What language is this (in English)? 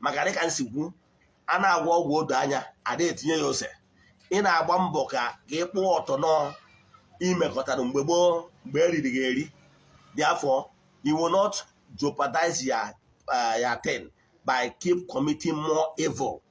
Igbo